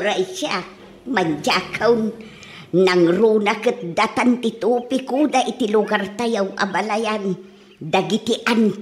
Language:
Iloko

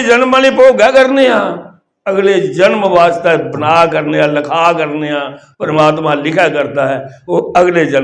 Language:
Dogri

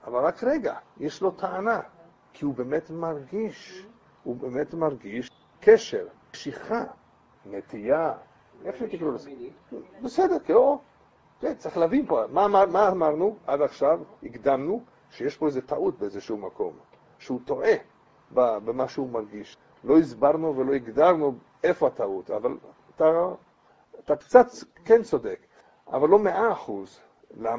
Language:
Hebrew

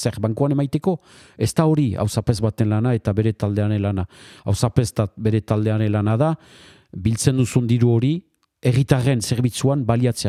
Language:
Basque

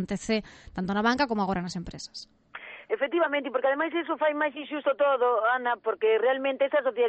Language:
Galician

